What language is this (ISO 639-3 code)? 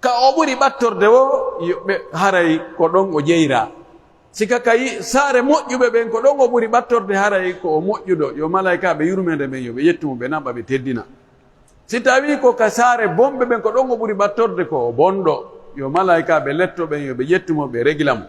fuf